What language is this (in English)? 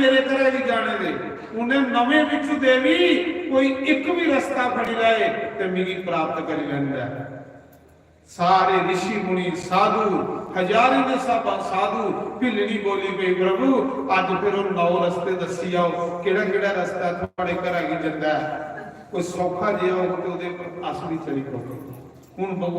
Dogri